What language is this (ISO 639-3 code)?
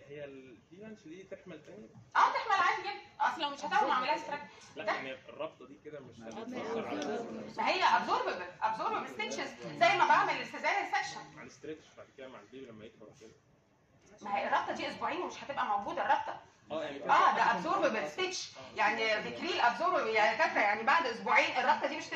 arz